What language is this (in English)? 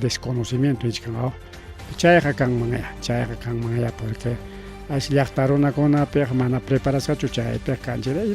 Ayacucho Quechua